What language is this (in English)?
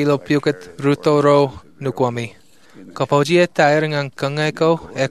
Marshallese